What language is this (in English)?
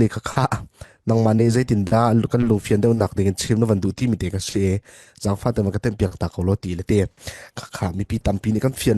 Falam Chin